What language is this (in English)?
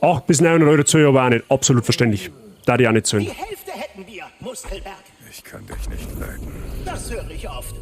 Bavarian